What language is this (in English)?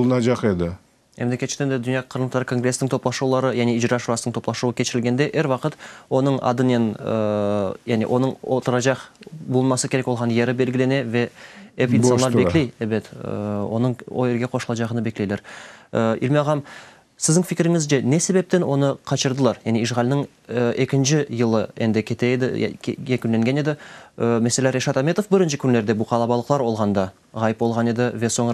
Crimean Tatar